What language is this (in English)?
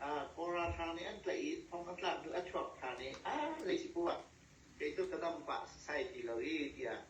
Hakha Chin